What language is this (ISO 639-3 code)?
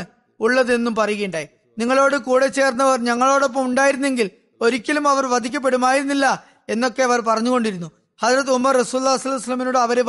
mal